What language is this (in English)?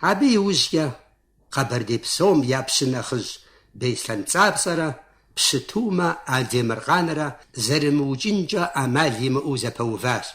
Kabardian